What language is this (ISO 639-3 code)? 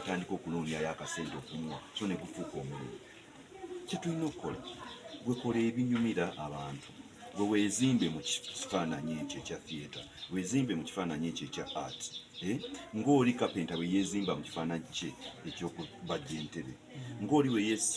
lug